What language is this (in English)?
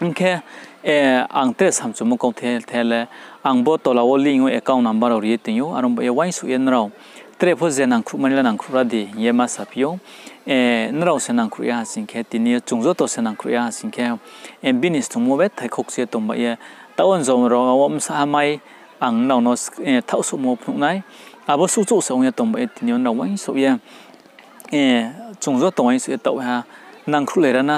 Riang (India)